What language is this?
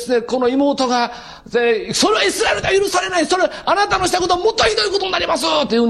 Japanese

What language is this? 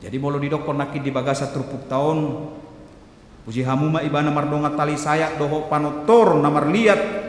Batak Toba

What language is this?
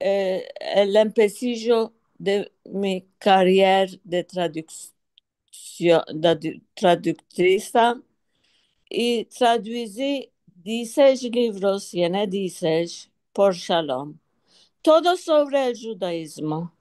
Ladino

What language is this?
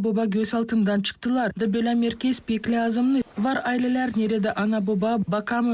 Gagauz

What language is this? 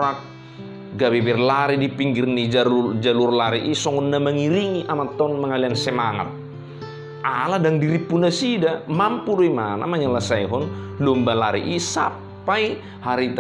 Batak Toba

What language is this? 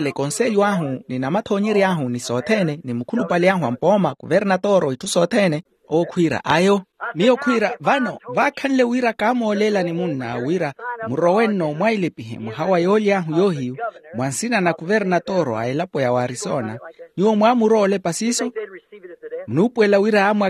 Makhuwa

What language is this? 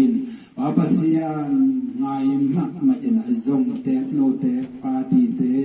Tedim Chin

